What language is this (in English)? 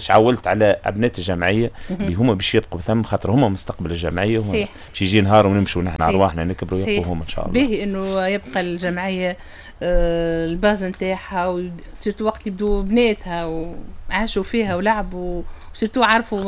Tunisian Arabic